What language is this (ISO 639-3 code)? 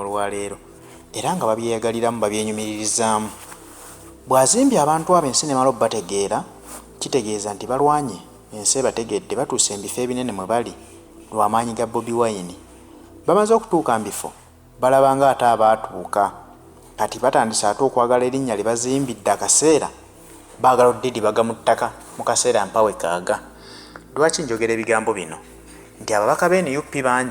lug